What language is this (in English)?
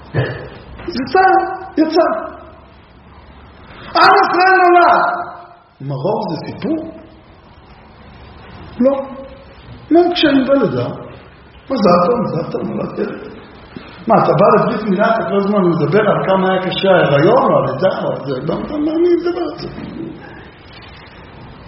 Hebrew